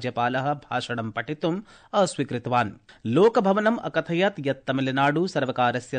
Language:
Sanskrit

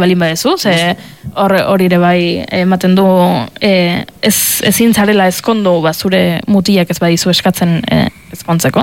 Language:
Basque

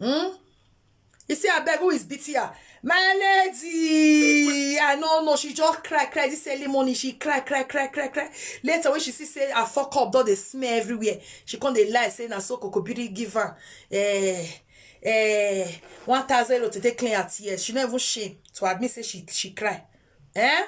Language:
Nigerian Pidgin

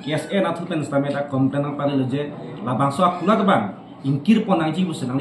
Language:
Karbi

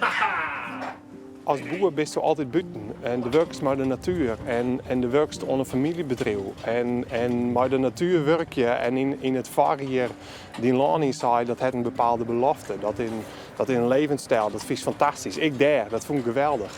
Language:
Western Frisian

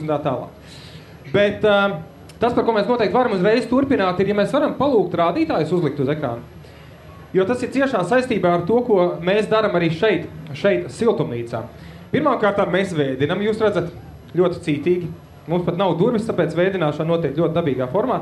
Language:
Latvian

